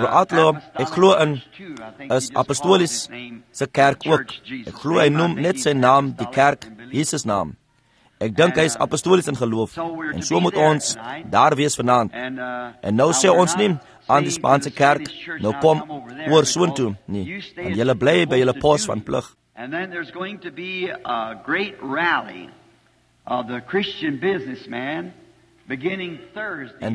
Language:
Afrikaans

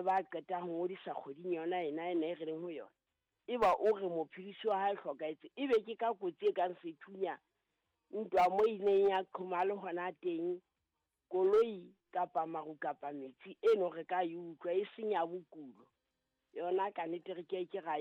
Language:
Southern Sotho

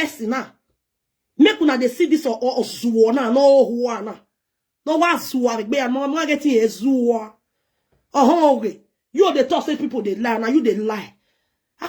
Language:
Nigerian Pidgin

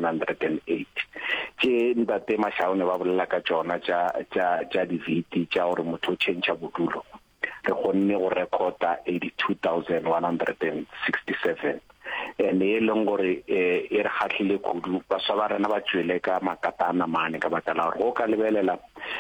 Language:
Northern Sotho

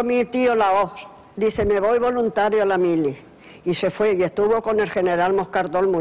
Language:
Spanish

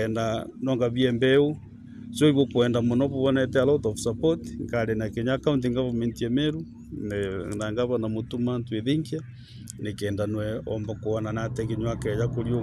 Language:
Meru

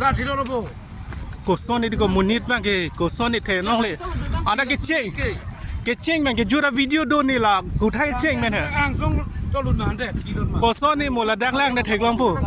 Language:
Karbi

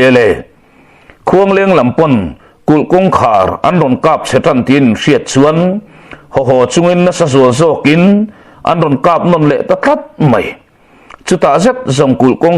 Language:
Mizo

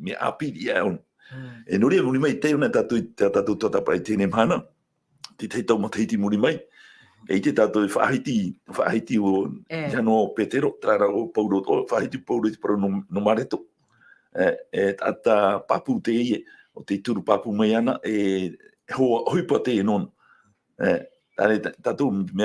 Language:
Tahitian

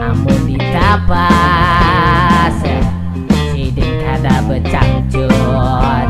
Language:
Banjar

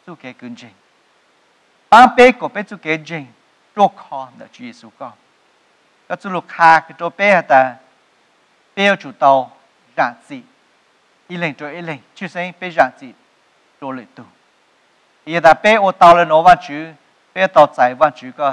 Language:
Vietnamese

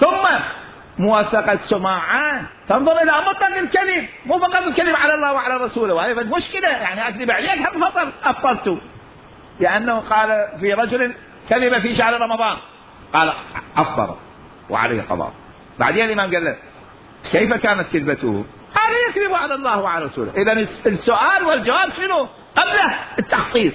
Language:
Mesopotamian Arabic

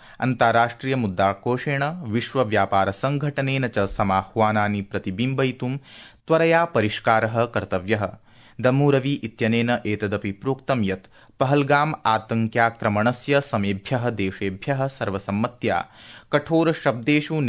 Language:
Sanskrit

